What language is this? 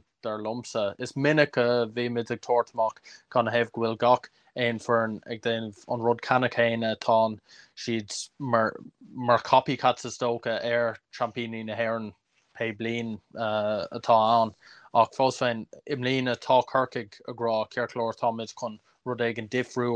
Irish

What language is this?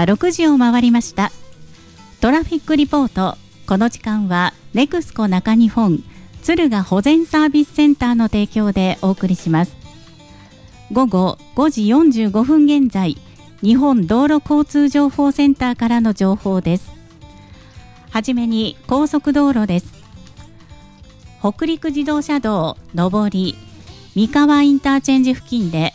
Japanese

